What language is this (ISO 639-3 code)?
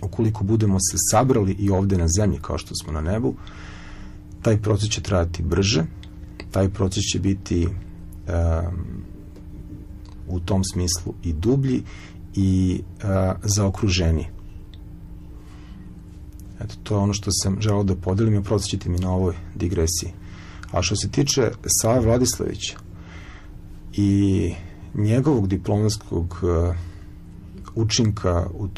srp